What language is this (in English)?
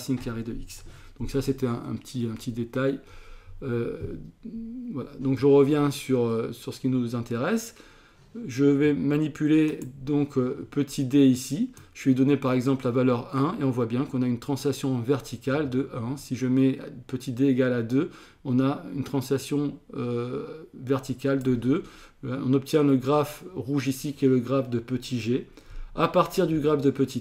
French